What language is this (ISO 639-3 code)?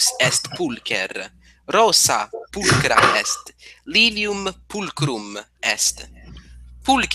lat